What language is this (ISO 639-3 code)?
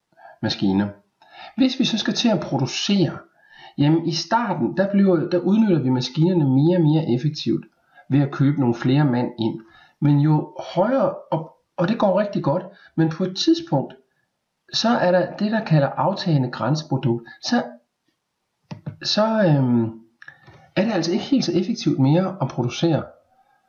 dan